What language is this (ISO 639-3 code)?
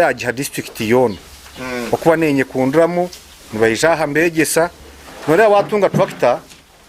nyn